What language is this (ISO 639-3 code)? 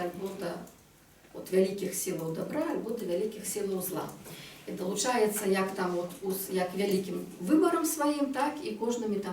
bel